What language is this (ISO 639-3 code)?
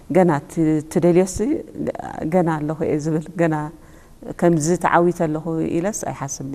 tir